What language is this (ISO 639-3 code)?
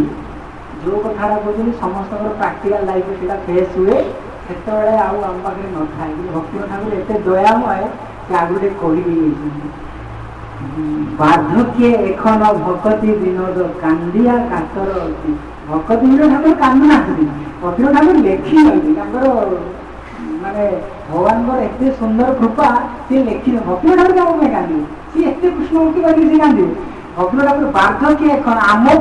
ori